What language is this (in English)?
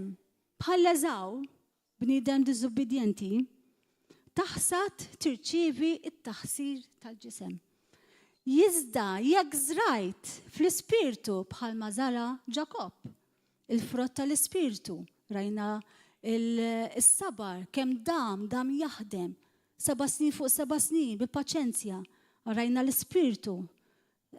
Maltese